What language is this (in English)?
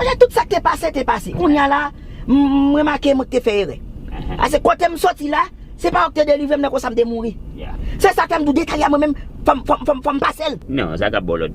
Haitian Creole